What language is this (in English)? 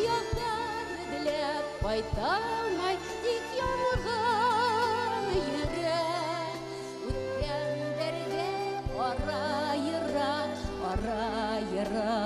Bashkir